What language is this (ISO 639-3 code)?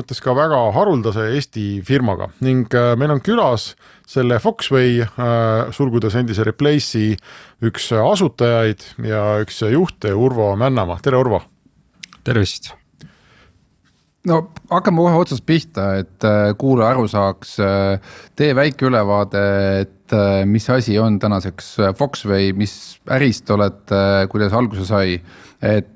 est